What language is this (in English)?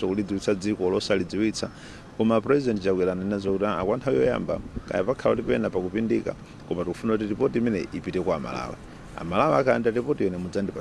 Nyanja